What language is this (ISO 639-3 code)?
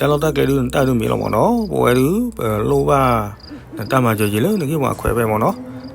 ksw